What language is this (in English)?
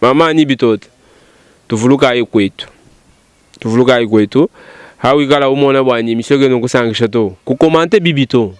Luba-Lulua